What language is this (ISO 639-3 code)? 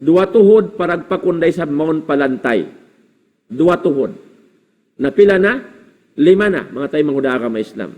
tsg